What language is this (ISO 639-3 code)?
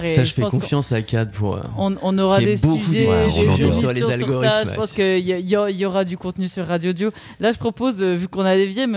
fra